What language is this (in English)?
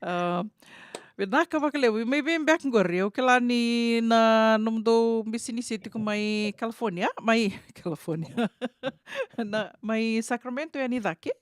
Fijian